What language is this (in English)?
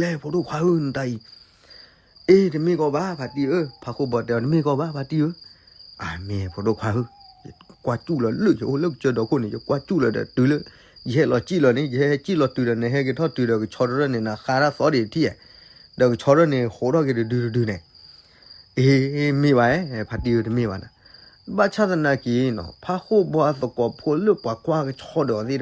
S'gaw Karen